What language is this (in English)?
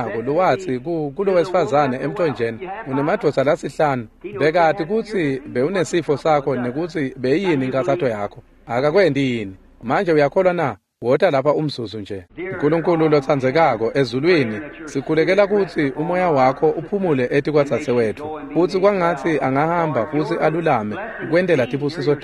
Swati